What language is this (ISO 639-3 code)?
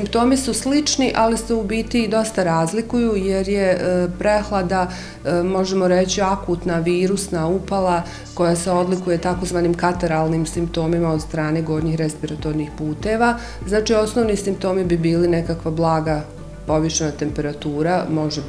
bos